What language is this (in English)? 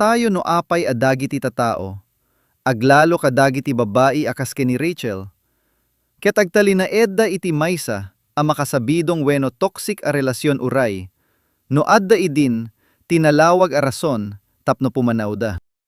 Iloko